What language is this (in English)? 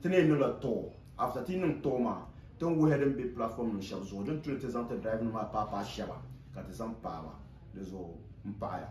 Dagbani